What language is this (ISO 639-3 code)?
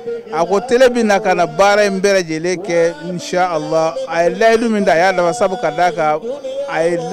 bam